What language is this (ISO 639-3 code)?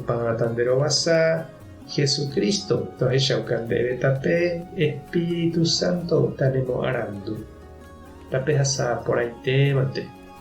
grn